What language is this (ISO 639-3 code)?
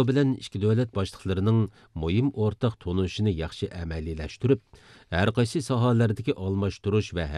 uig